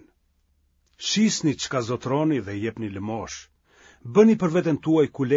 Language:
Albanian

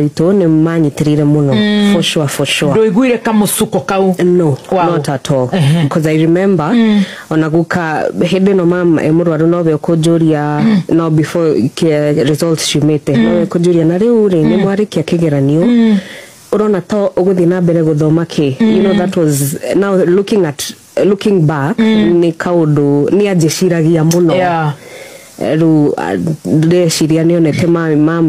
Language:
Kikuyu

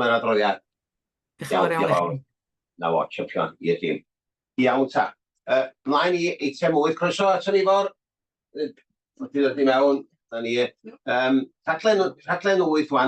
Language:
Welsh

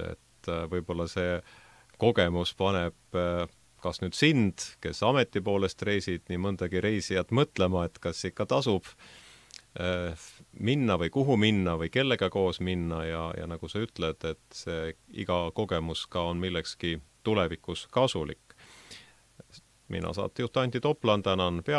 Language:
Estonian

